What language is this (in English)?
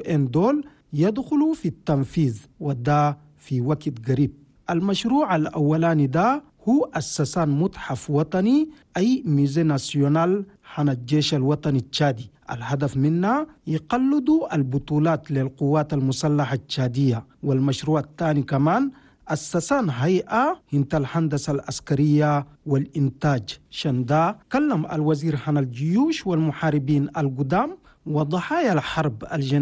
Chadian Arabic